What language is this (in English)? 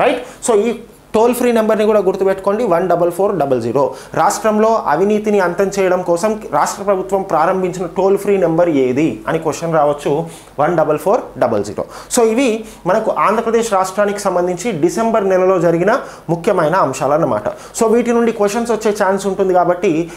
Telugu